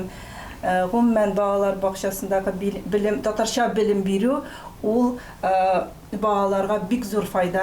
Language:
Tatar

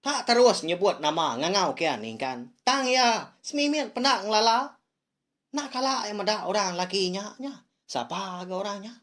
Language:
Iban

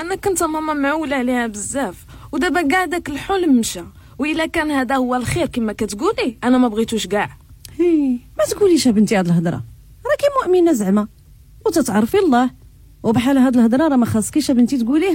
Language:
Moroccan Arabic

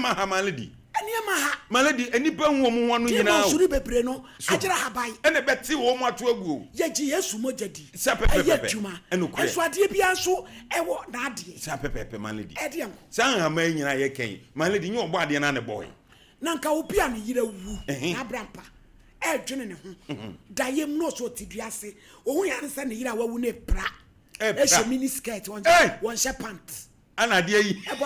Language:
Akan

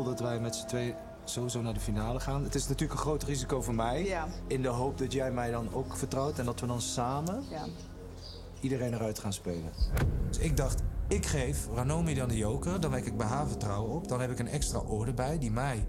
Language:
Dutch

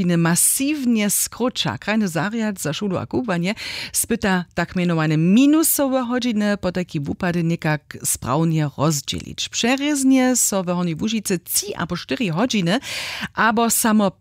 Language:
Upper Sorbian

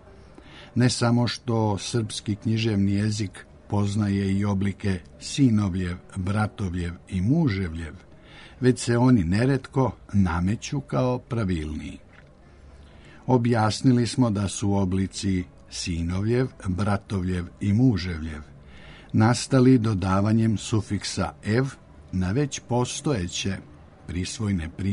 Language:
Serbian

